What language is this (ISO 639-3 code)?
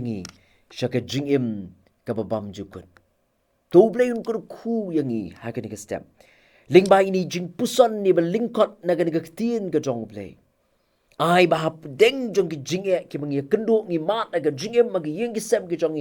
kha